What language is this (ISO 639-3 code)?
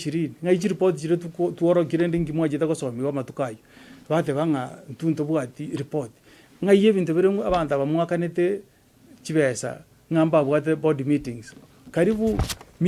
guz